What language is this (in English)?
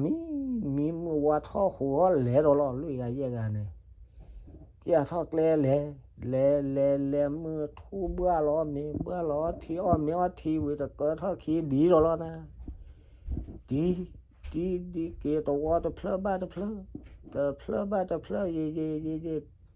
S'gaw Karen